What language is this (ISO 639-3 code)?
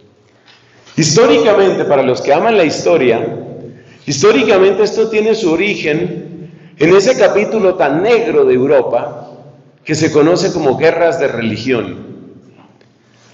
spa